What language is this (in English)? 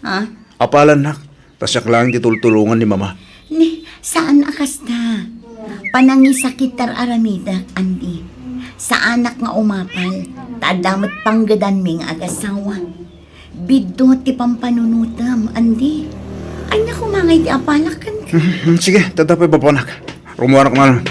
Iloko